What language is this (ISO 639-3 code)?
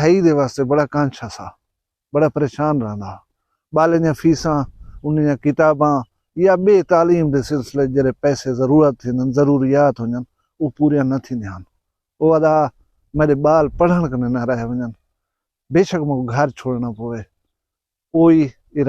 skr